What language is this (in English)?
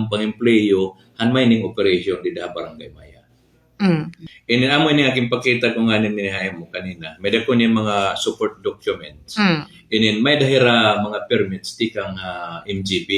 Waray